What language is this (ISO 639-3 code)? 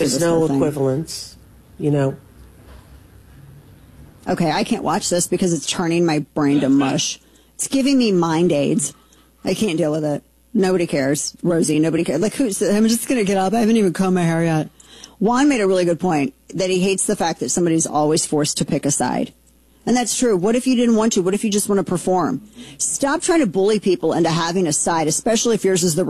eng